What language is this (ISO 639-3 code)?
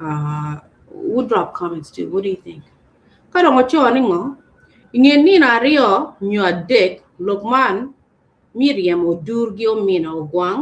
ach